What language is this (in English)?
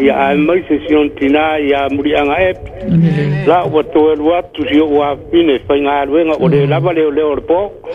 Samoan